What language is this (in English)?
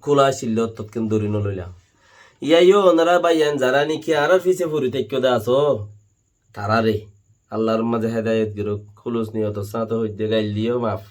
Rohingya